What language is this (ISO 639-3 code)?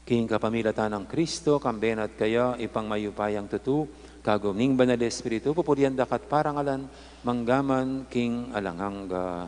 pam